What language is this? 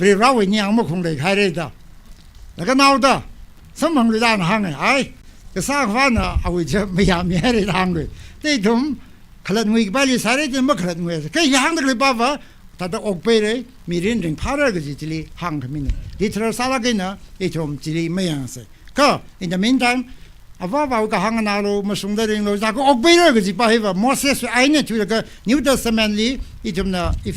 Tangkhul Naga (India)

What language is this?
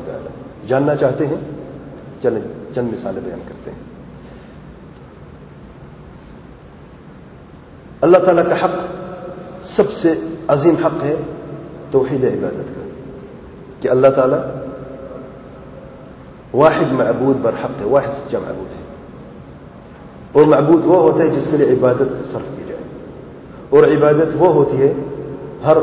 Urdu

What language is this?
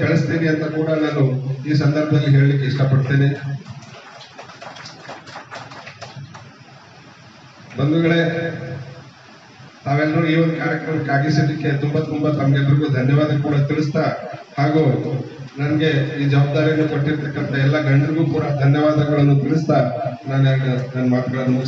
Kannada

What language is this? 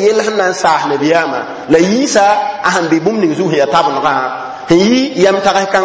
Mossi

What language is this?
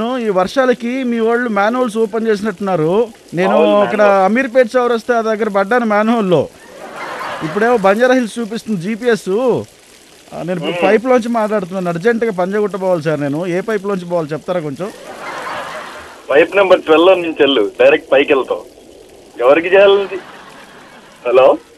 Telugu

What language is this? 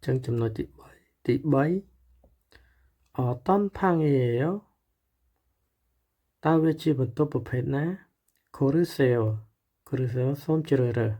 Khmer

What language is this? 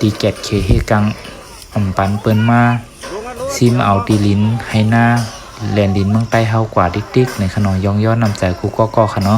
Shan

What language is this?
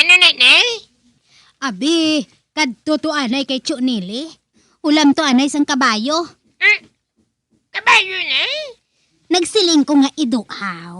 Hiligaynon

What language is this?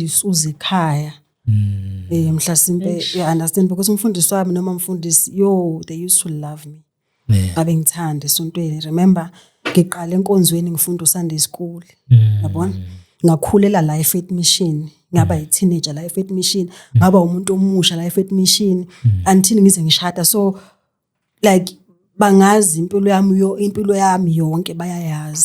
Zulu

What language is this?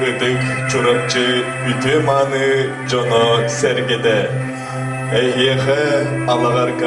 Yakut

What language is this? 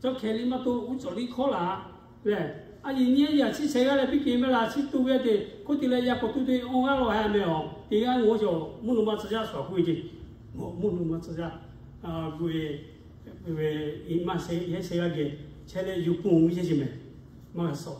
Lahu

